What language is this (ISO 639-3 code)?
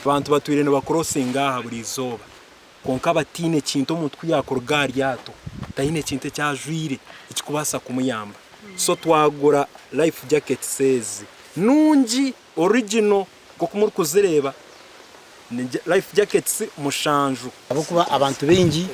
nyn